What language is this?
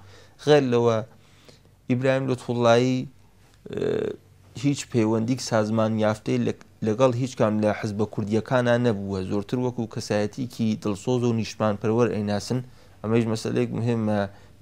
Central Kurdish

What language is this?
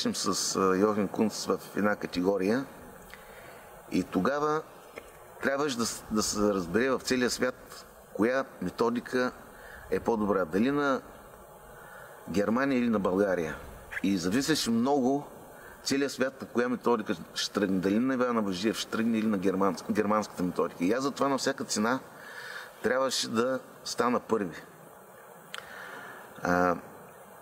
Bulgarian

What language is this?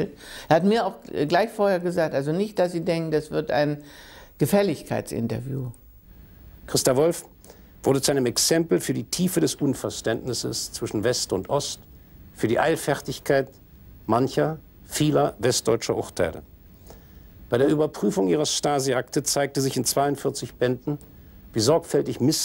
German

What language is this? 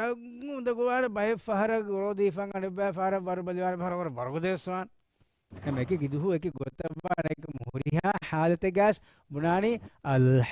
Divehi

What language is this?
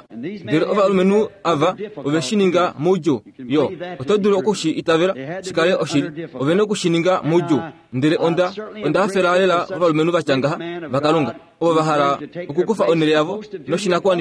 Kuanyama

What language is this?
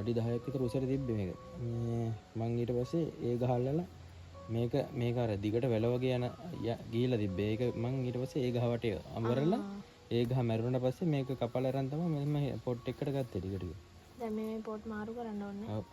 Sinhala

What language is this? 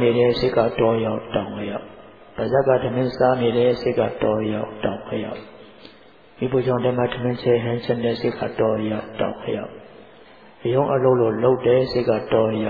Burmese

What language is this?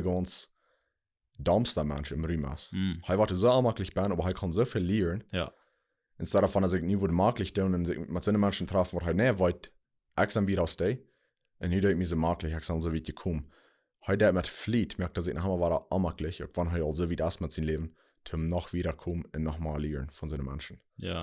Plautdietsch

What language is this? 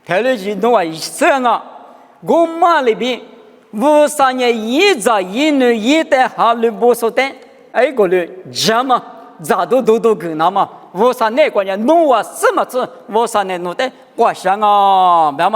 Lisu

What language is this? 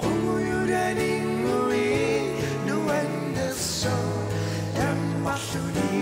Kalaallisut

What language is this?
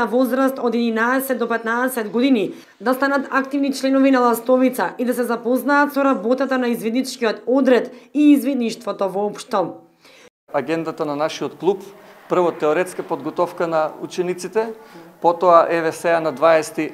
Macedonian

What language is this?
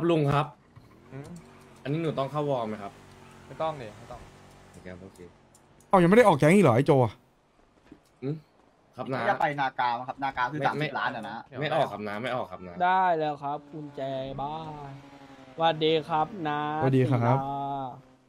Thai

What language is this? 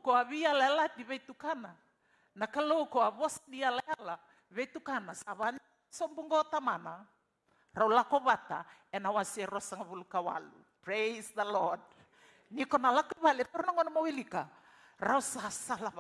Fijian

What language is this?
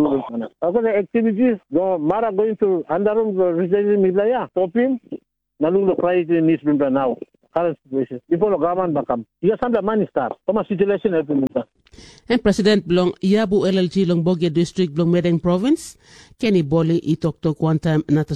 Tok Pisin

